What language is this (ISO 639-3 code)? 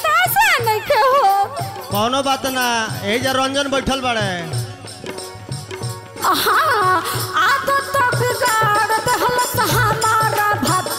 bho